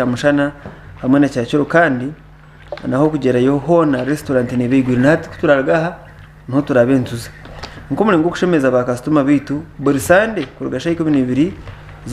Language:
Nyankole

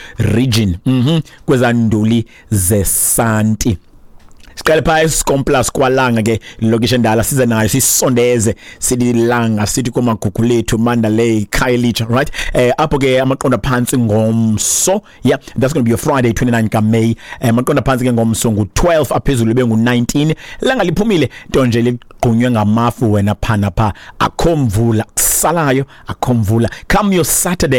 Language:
Xhosa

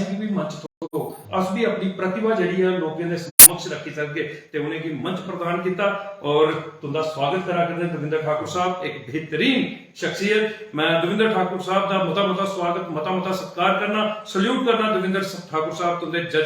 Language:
Dogri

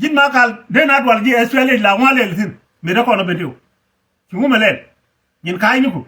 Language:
Nuer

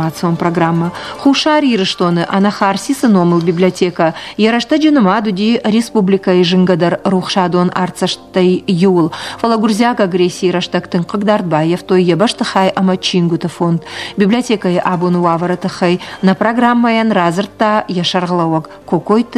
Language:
Ossetic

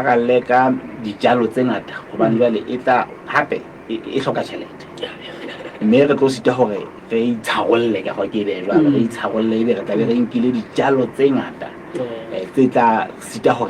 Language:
Southern Sotho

